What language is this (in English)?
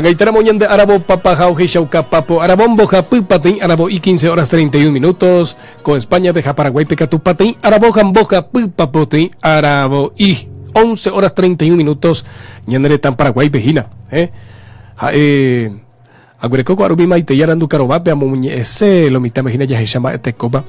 Guarani